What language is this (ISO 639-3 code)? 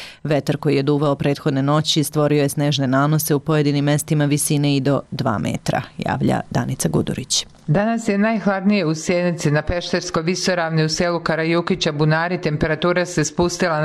srp